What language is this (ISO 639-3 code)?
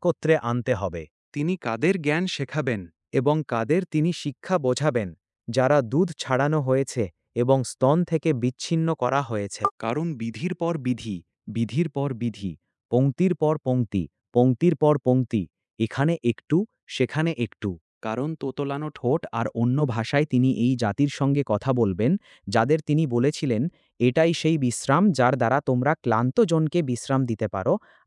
ben